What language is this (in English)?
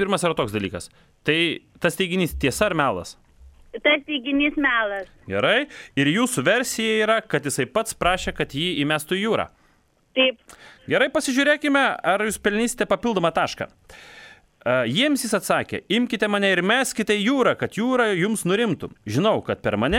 Lithuanian